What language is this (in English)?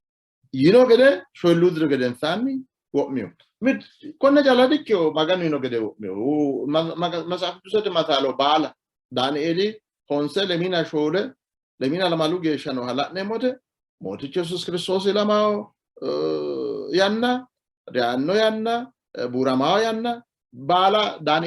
Sidamo